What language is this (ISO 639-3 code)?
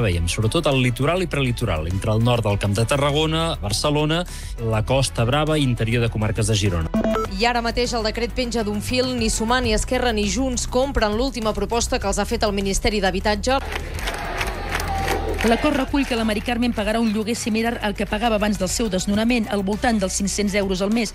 cat